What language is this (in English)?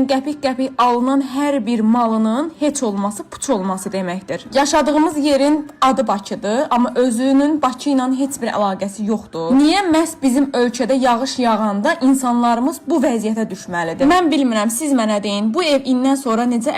Azerbaijani